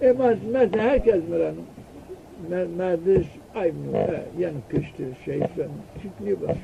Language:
Zaza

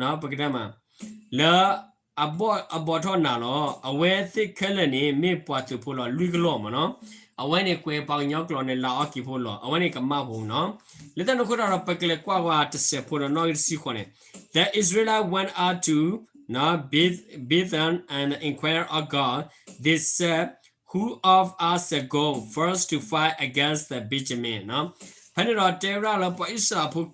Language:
S'gaw Karen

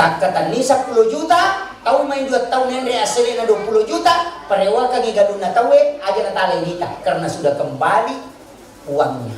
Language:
Buginese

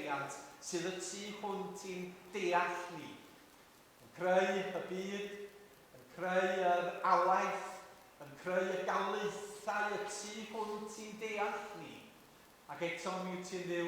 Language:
Welsh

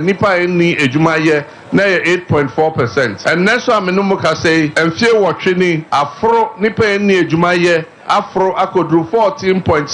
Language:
Akan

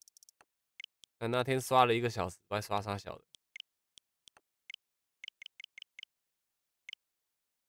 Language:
Chinese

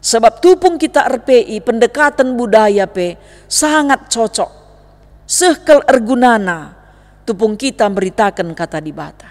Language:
Batak Karo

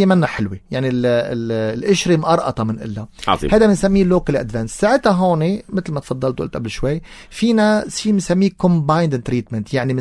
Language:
North Levantine Arabic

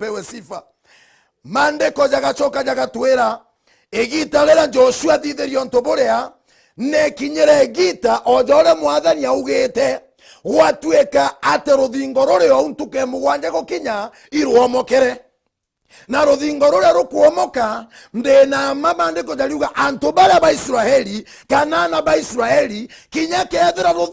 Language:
Meru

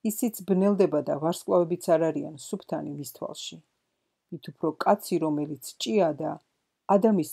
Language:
Georgian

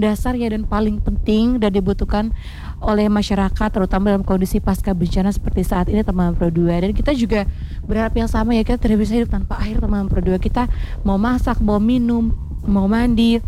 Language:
Indonesian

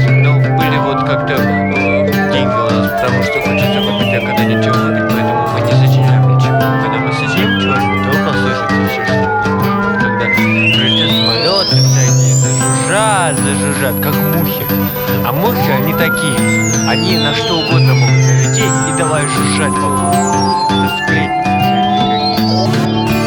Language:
Russian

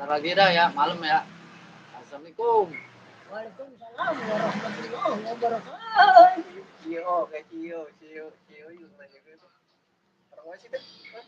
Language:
Betawi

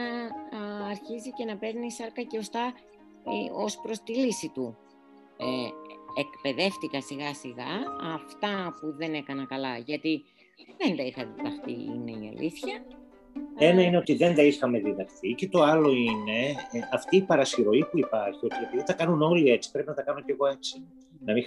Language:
Greek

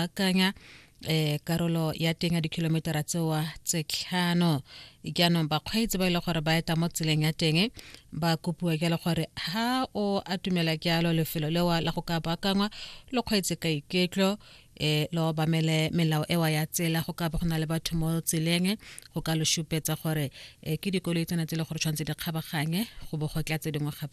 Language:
Tswana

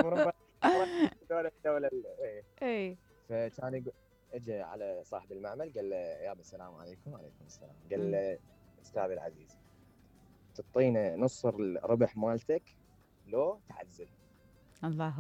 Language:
Mesopotamian Arabic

